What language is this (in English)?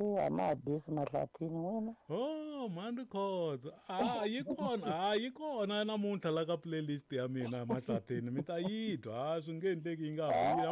Tsonga